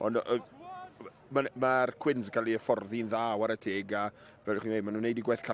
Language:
Welsh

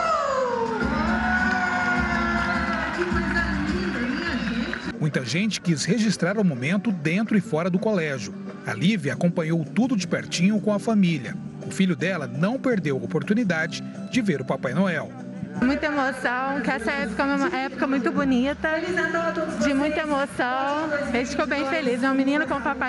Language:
Portuguese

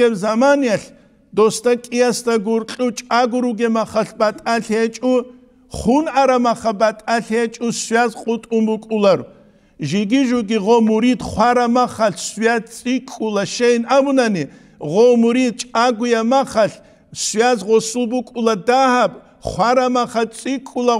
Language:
Avaric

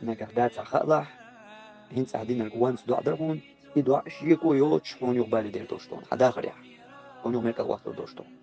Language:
Chechen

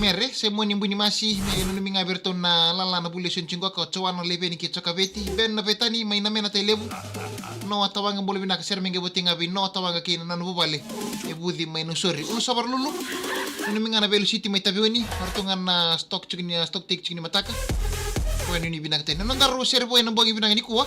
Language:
Fijian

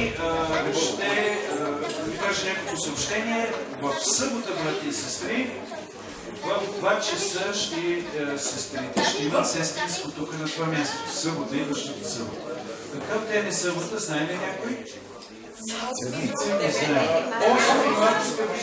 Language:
Bulgarian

